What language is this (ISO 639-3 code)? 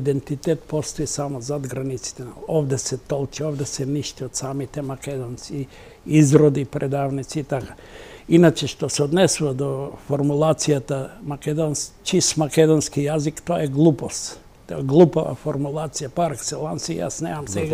mkd